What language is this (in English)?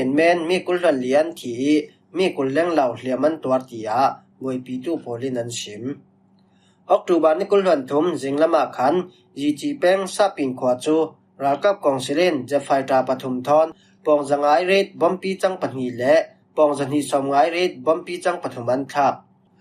Falam Chin